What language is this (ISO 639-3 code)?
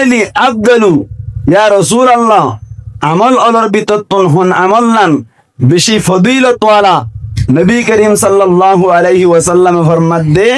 rhg